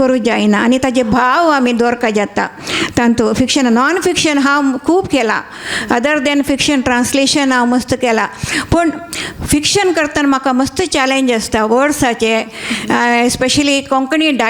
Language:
Konkani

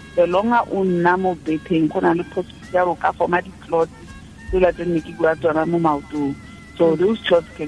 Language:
Tswana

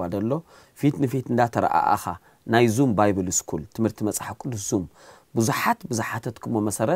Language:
Tigrinya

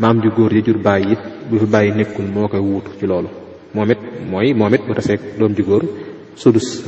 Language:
Wolof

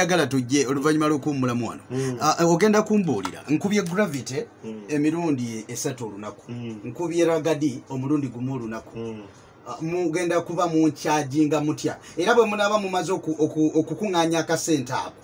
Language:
Ganda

